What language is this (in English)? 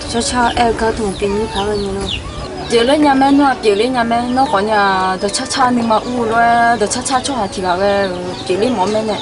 Akha